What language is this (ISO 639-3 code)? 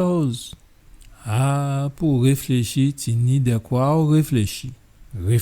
gcf